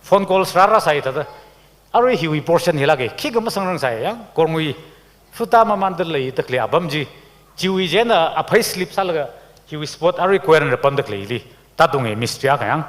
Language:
Tangkhul Naga (India)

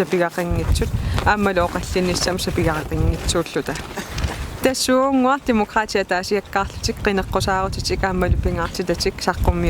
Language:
Kalaallisut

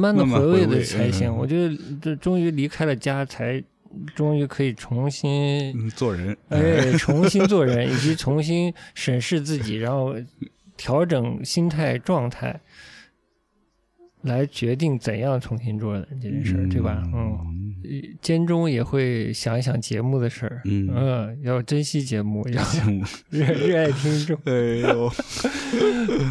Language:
Chinese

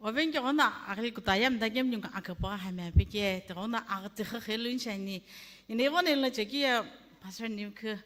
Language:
Sumi Naga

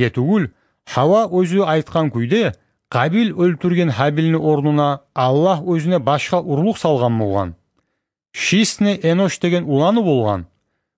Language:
Kumyk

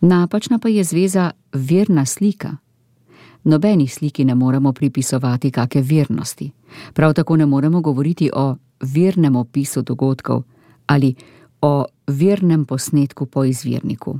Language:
Slovenian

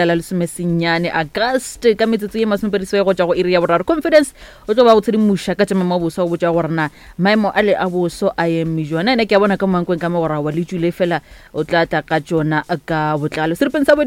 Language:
Northern Sotho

